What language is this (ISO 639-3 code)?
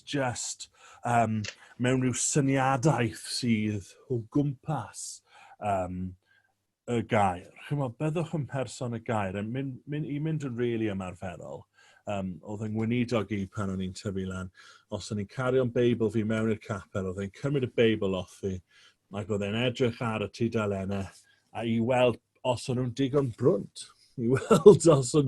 cym